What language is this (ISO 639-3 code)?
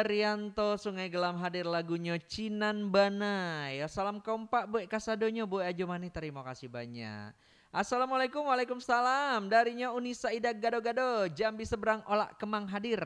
min